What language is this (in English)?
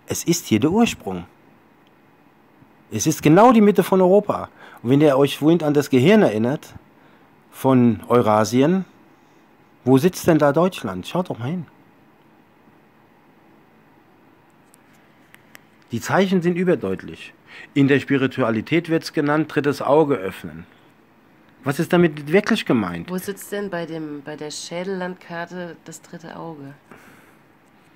German